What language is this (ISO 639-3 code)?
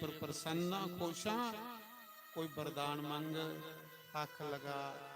doi